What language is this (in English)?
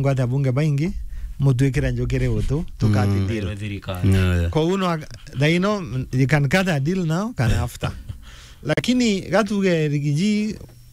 Meru